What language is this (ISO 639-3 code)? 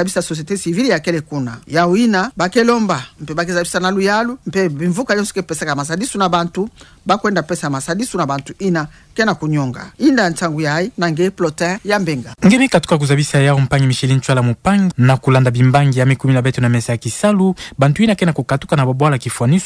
ktu